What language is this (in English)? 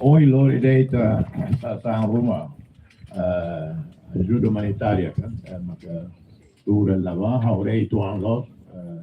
Tetum